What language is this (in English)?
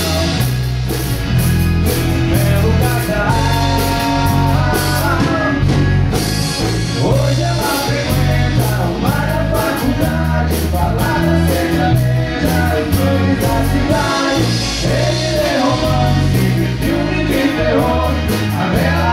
Portuguese